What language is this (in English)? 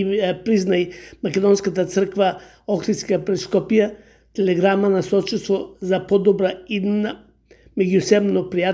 Macedonian